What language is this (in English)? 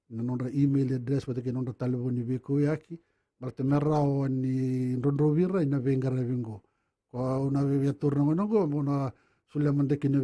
Fijian